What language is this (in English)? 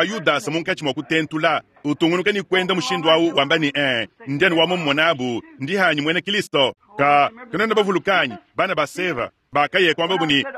Luba-Lulua